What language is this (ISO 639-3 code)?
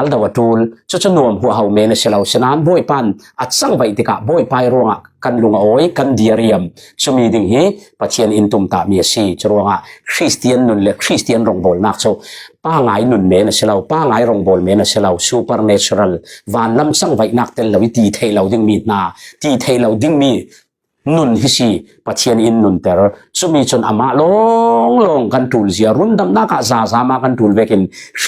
cfm